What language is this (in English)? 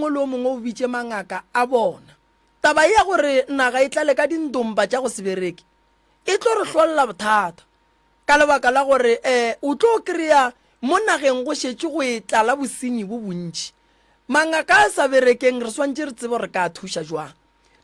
Northern Sotho